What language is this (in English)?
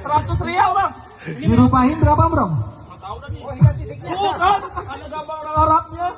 Betawi